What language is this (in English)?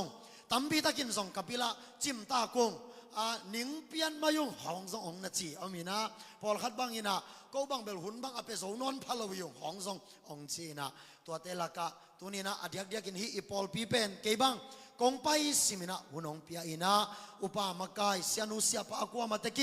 Tedim Chin